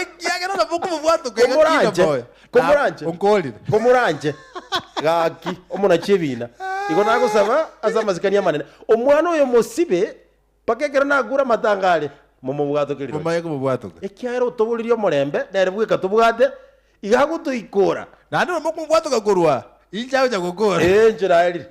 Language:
Gusii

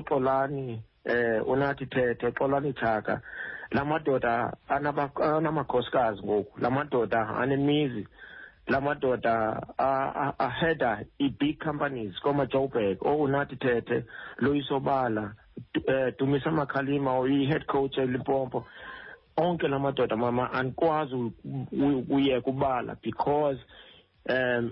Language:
Xhosa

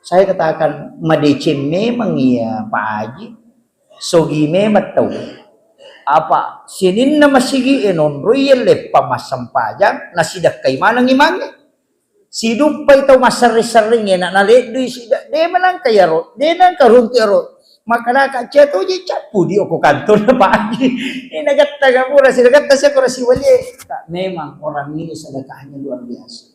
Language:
Buginese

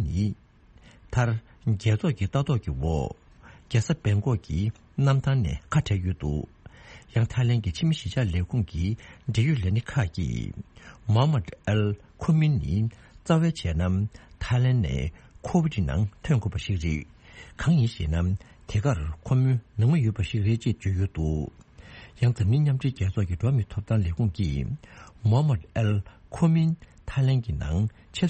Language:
Tibetan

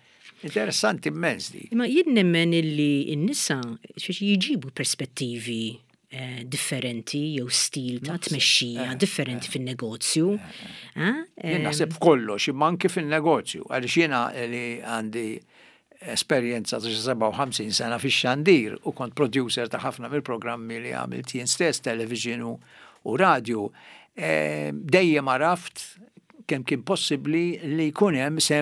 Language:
Maltese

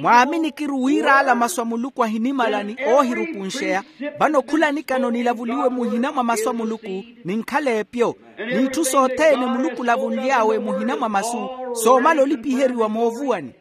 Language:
Makhuwa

